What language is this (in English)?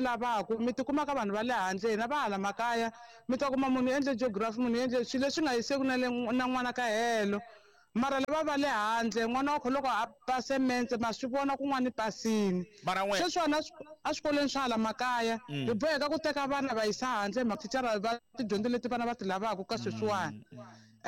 Tsonga